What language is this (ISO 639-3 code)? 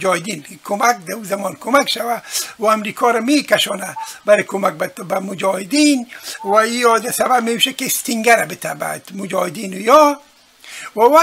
fas